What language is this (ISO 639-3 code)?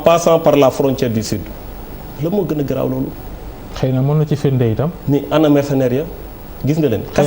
wol